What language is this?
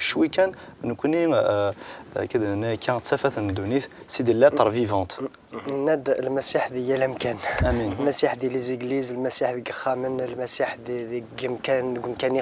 Kabyle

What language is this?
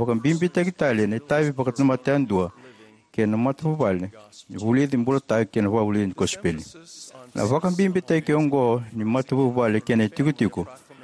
Fijian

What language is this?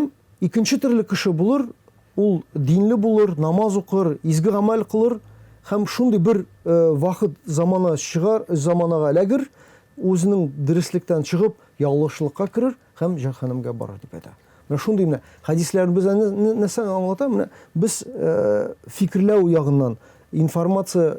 Tatar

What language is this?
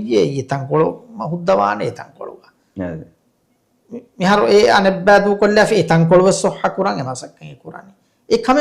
Divehi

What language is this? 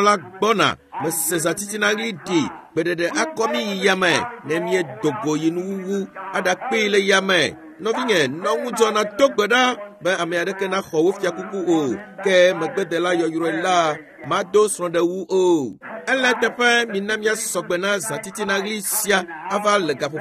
Ewe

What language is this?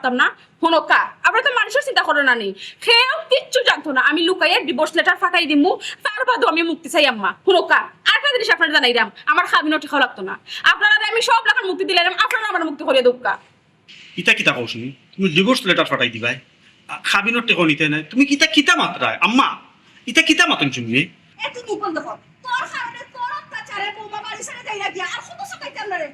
Sylheti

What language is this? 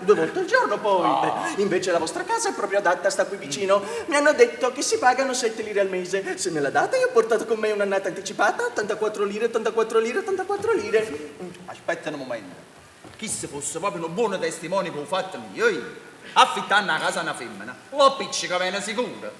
Neapolitan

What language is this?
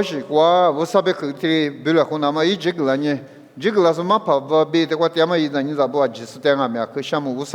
Lisu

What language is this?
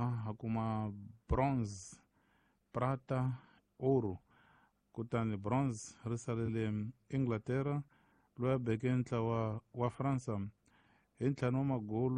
Tsonga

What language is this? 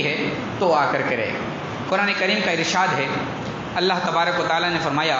Urdu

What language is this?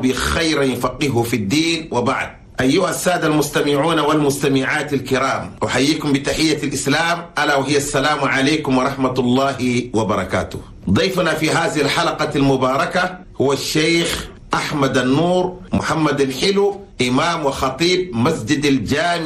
Chadian Arabic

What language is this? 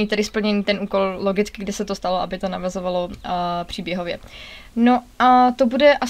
Czech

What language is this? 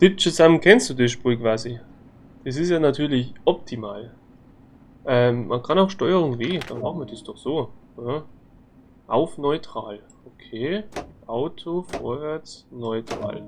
Bavarian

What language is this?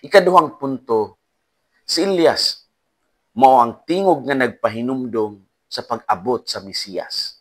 Cebuano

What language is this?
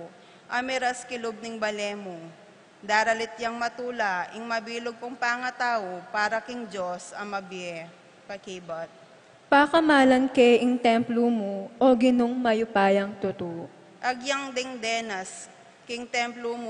Pampanga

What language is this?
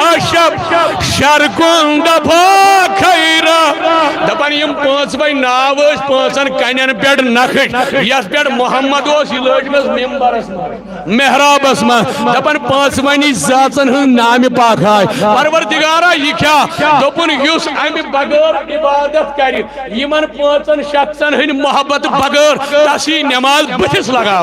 Kashmiri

